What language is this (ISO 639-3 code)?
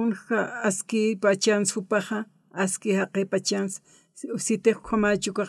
aym